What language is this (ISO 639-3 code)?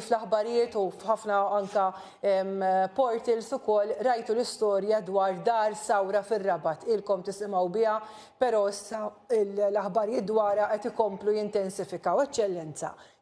mlt